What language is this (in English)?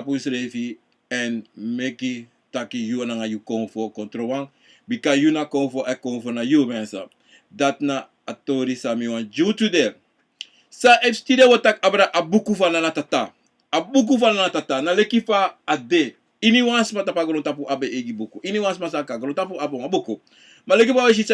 Sranan Tongo